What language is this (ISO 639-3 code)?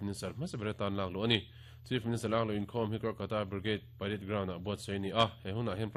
lus